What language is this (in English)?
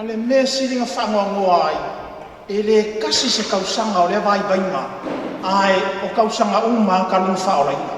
Samoan